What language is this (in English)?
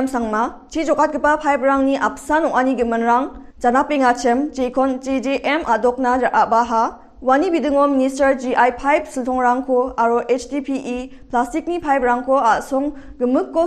Garo